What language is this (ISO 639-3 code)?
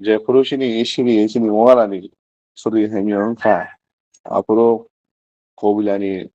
ria